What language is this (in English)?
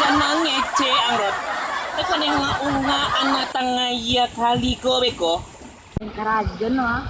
Minangkabau